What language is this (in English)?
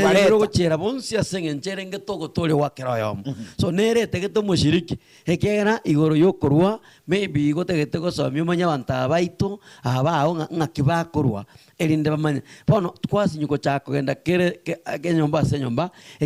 Gusii